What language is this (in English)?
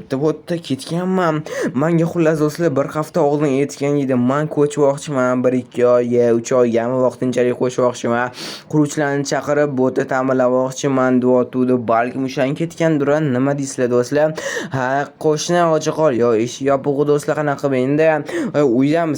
Uzbek